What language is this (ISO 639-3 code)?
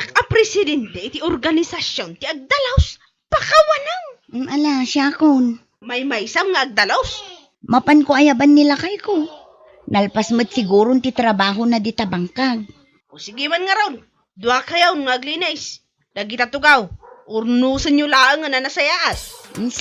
ilo